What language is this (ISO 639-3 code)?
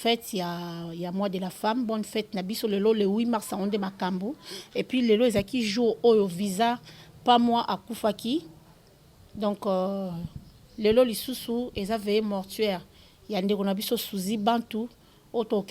lin